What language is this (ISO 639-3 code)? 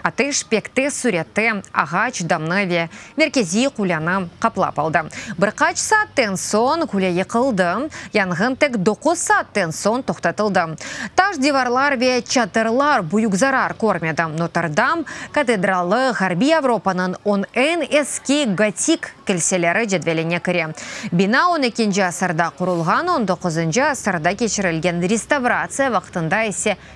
crh